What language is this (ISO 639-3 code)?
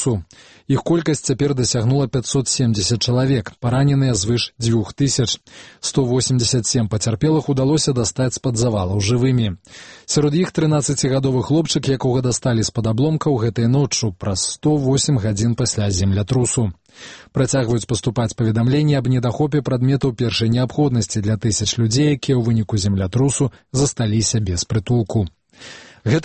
bel